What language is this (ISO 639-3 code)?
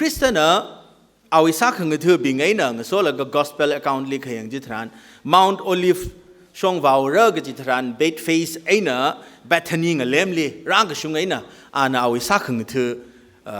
nmf